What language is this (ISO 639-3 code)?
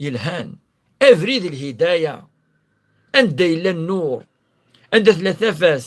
kab